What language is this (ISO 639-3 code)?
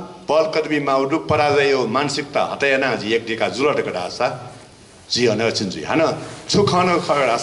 new